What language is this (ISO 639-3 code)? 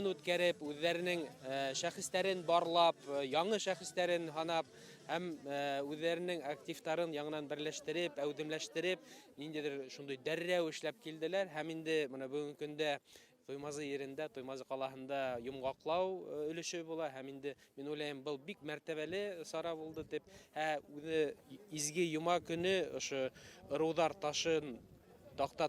bak